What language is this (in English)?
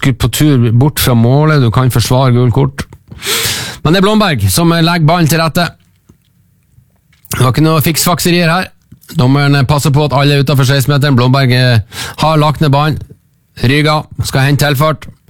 Norwegian